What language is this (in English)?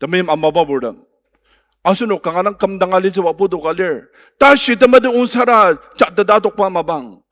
Ao Naga